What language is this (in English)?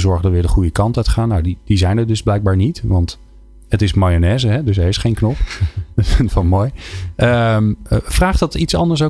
Dutch